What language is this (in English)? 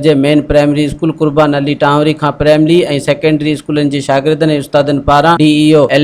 Sindhi